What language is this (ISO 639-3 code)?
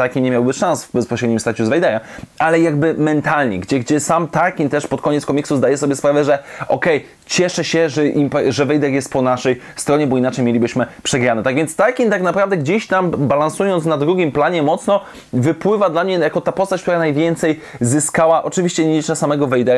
pol